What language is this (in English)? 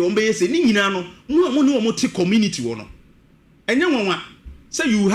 Akan